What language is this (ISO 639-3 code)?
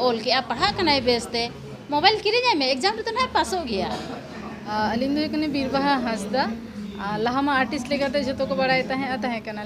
sat